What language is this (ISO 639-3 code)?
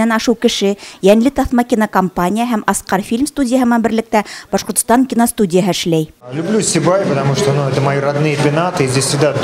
bak